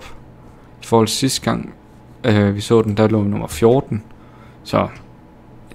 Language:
Danish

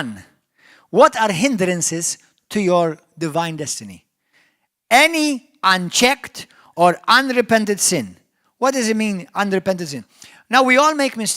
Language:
English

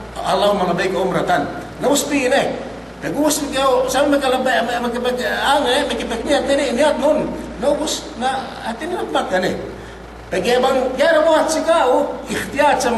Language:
Yakan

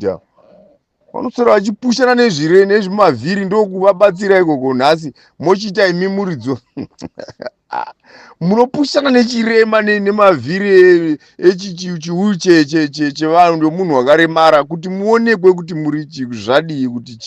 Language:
Shona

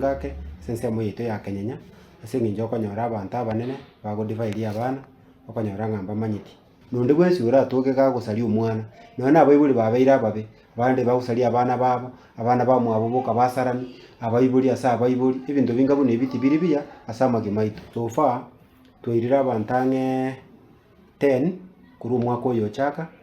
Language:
Gusii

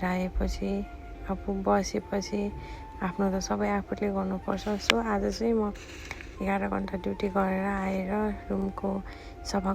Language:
Nepali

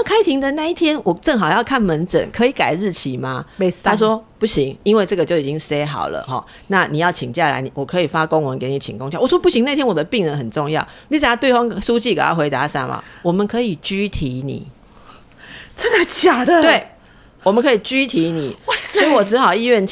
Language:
Chinese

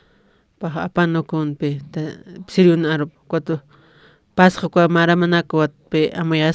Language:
Aymara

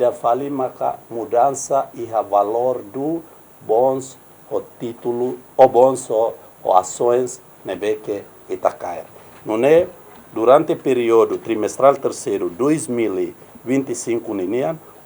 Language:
Tetum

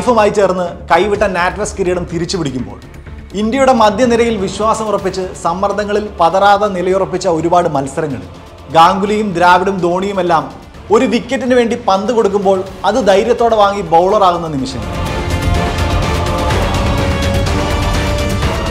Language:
Malayalam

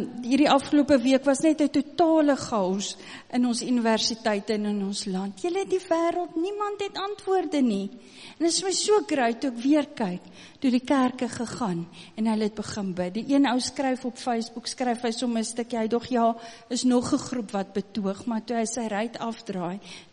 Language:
Afrikaans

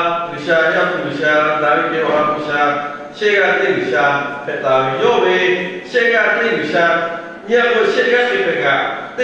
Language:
Lahu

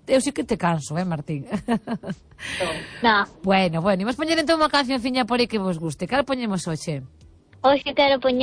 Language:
Galician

